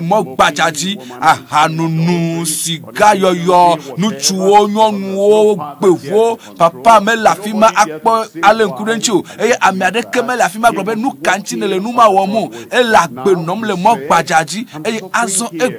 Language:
Ewe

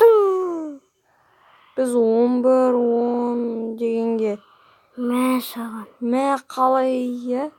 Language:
Kazakh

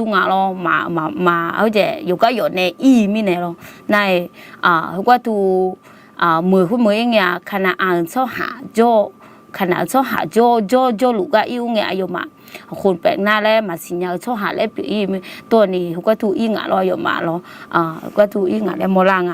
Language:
Akha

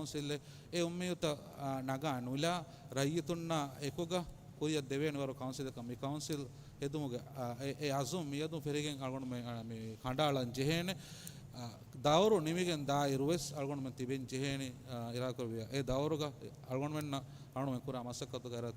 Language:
Divehi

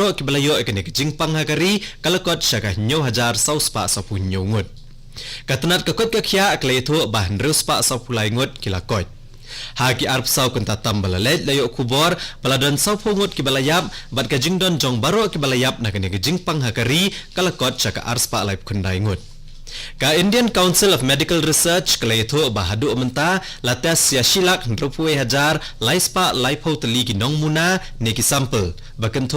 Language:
Khasi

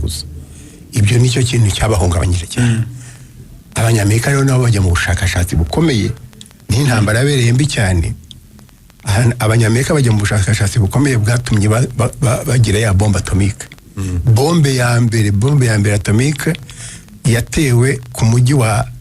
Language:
Kinyarwanda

